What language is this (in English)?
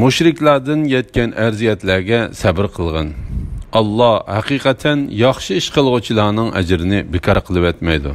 Uyghur